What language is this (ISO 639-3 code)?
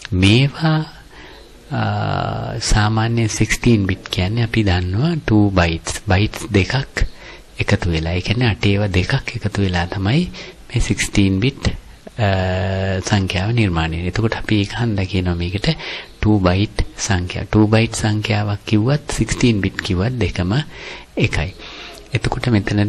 sin